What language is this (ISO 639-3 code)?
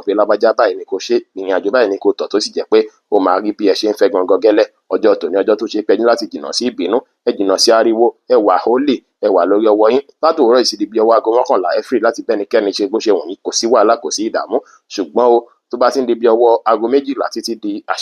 yor